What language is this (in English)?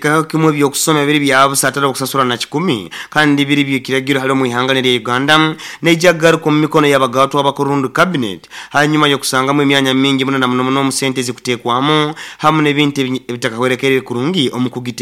Nyoro